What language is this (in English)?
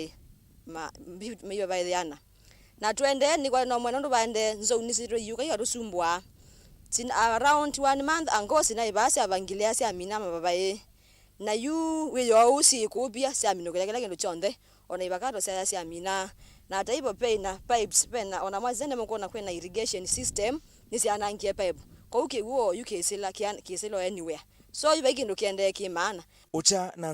Kamba